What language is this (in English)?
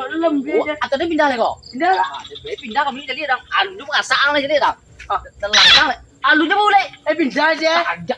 Minangkabau